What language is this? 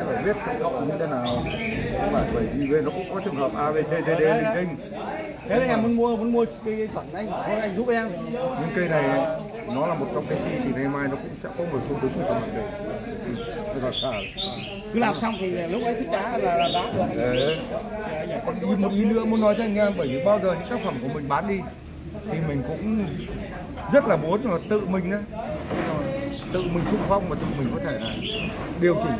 Vietnamese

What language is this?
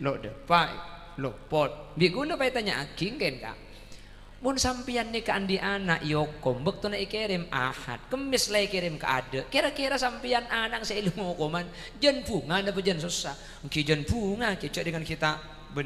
Madurese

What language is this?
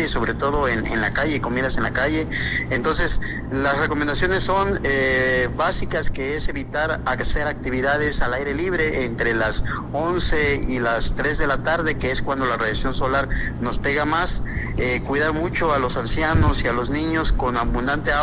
Spanish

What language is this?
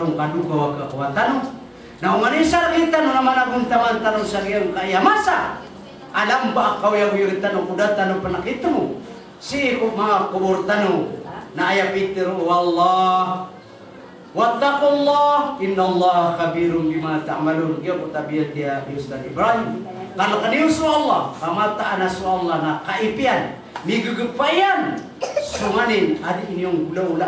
Maranao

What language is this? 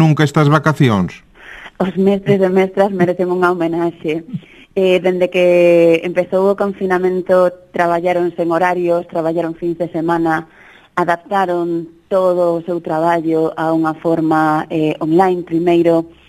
Galician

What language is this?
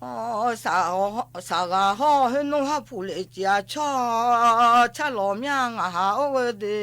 Akha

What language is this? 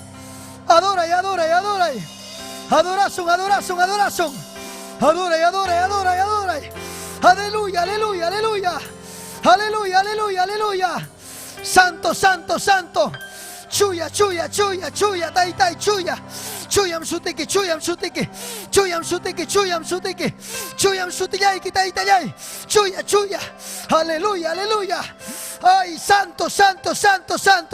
Ayacucho Quechua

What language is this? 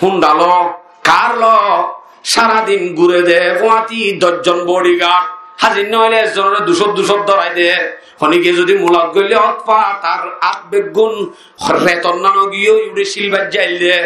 Rohingya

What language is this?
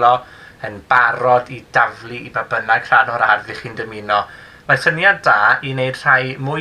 Welsh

